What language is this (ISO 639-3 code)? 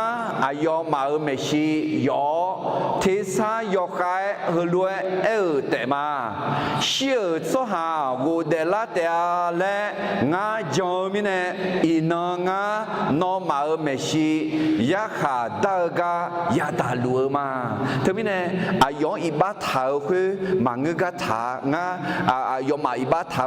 ahk